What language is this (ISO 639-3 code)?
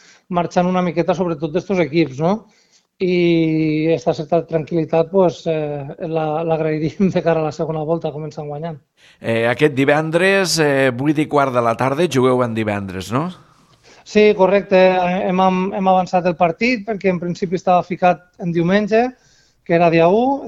cat